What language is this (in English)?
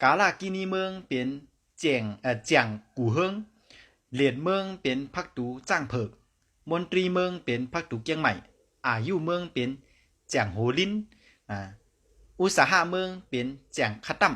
Shan